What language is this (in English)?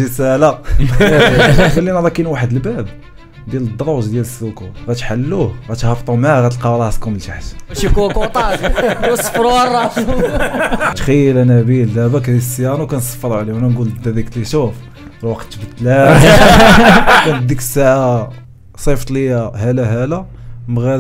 Moroccan Arabic